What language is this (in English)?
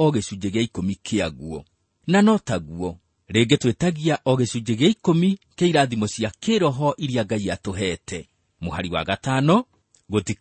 Kikuyu